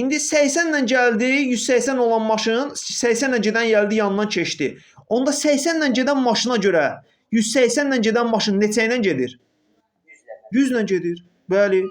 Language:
Azerbaijani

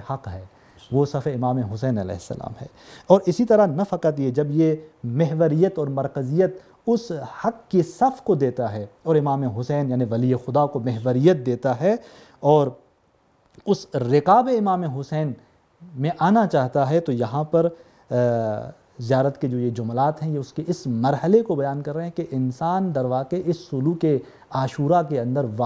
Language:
Urdu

